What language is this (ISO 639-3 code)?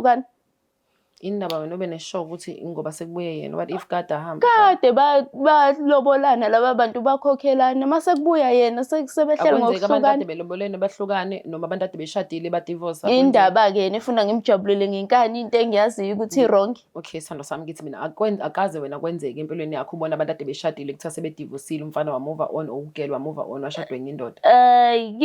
zul